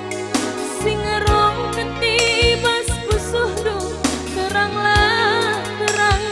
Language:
Batak Karo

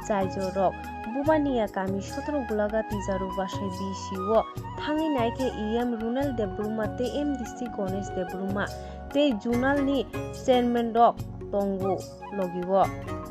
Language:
Kok Borok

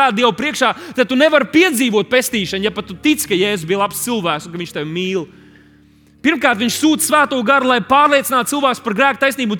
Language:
Latvian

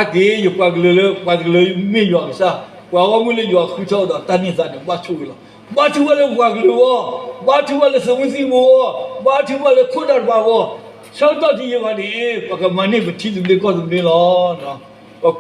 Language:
S'gaw Karen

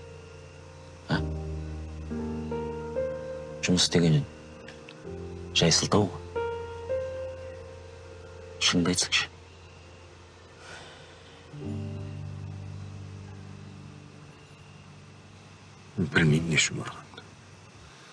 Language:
Kazakh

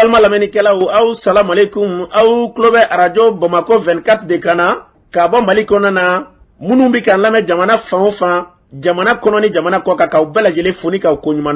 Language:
Bambara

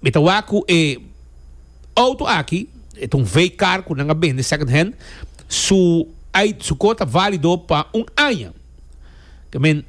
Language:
Papiamento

